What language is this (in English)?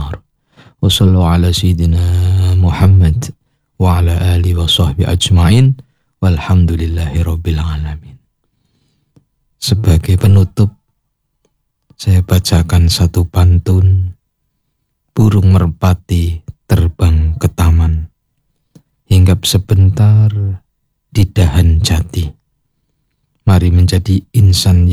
Indonesian